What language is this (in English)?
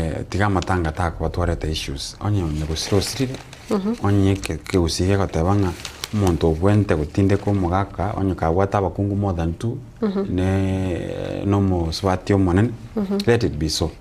Gusii